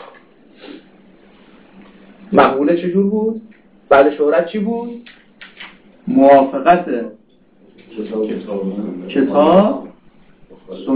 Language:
Persian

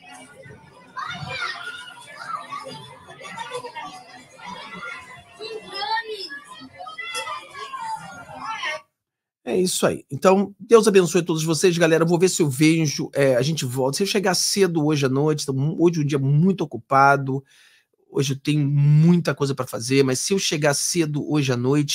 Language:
Portuguese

